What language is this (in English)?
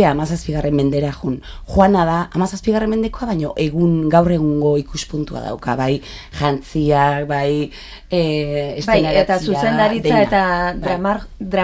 Basque